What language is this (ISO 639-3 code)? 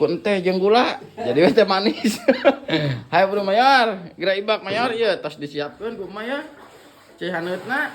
sun